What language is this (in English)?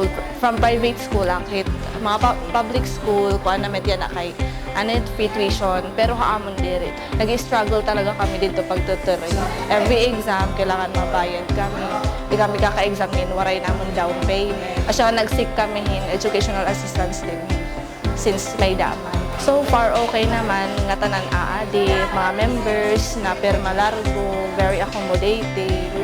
Waray